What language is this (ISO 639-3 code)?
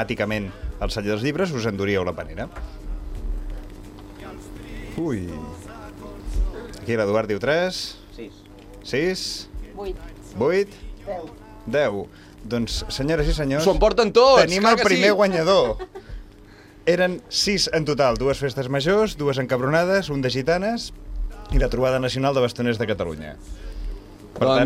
cat